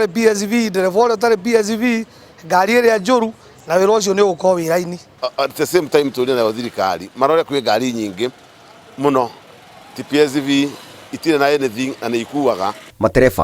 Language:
Kikuyu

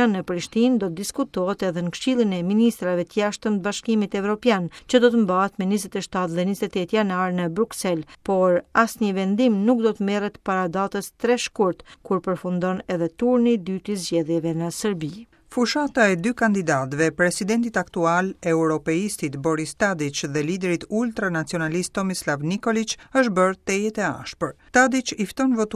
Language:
Albanian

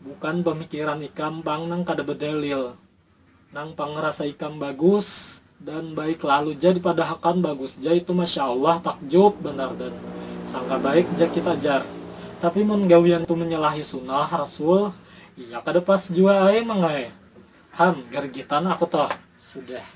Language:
Banjar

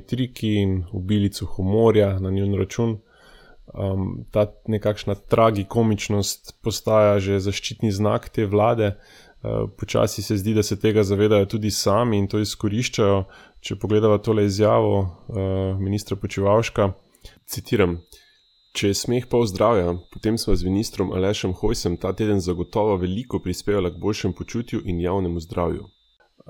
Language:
Slovenian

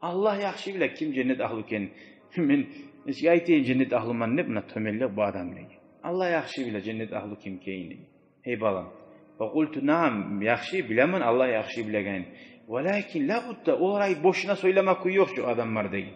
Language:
Kumyk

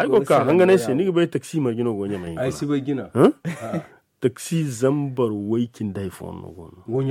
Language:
Zarma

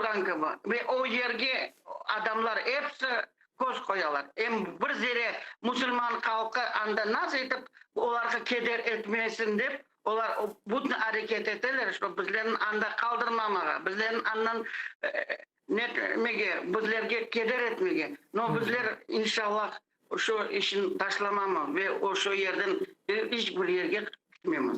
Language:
Crimean Tatar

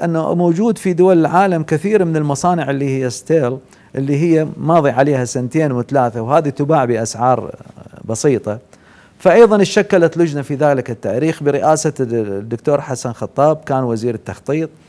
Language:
Mesopotamian Arabic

